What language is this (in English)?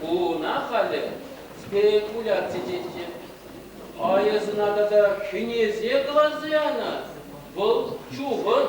Chuvash